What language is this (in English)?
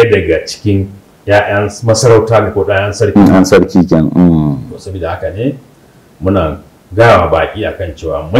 Hausa